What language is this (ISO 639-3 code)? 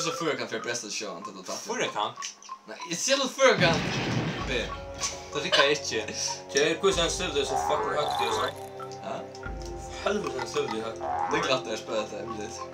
fao